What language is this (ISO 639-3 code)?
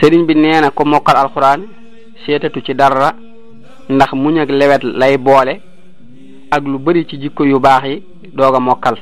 wol